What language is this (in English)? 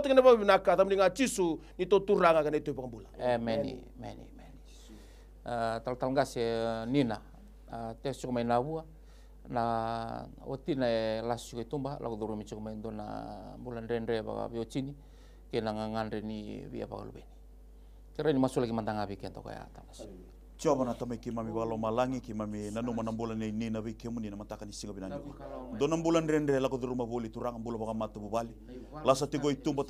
Fijian